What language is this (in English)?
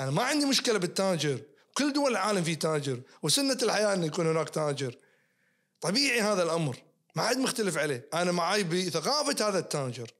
Najdi Arabic